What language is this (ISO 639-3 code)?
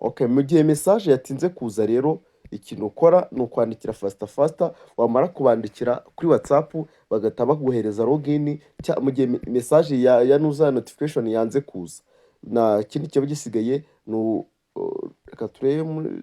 kin